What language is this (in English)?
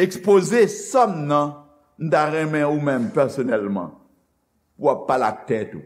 Haitian Creole